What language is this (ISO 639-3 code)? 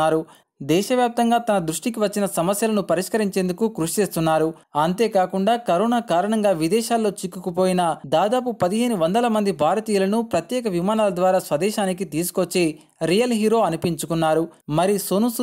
tel